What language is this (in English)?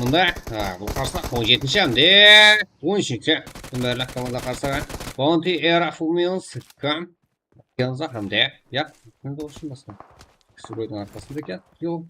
Kara-Kalpak